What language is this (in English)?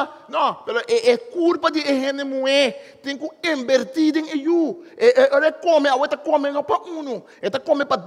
Papiamento